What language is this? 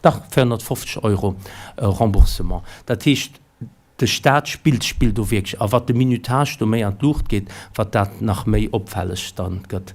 Luxembourgish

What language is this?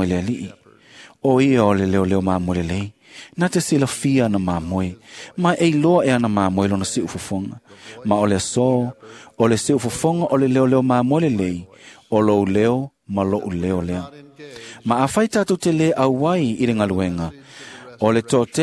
Samoan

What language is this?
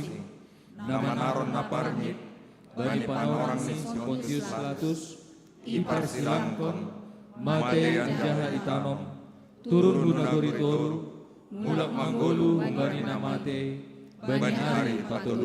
Batak Simalungun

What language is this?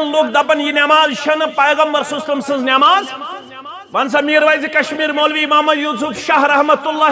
Kashmiri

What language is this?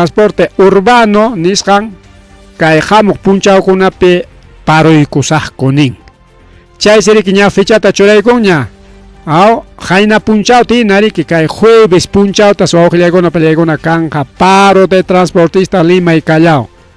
Ayacucho Quechua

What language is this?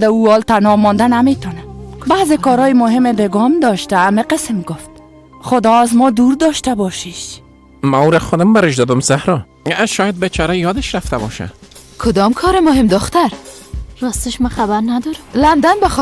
Persian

